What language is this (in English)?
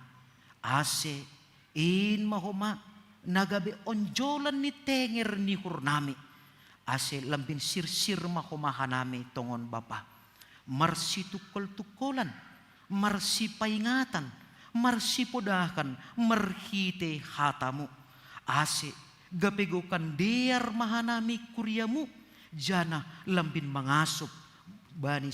Batak Simalungun